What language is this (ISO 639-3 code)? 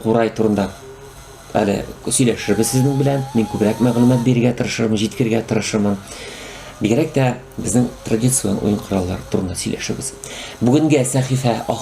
tat